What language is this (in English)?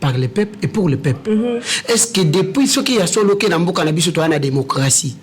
Lingala